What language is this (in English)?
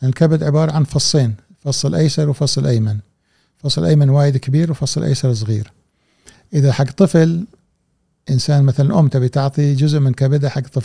Gulf Arabic